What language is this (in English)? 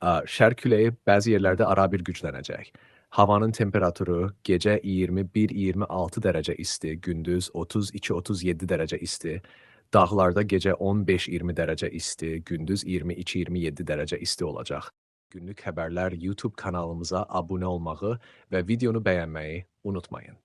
Azerbaijani